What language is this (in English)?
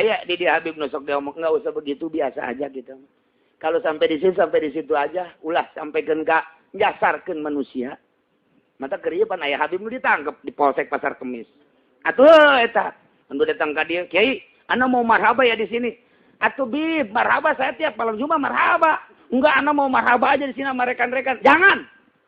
Sundanese